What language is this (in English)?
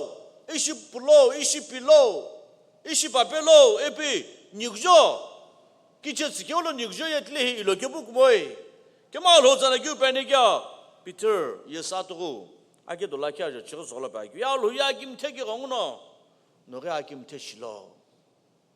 Sumi Naga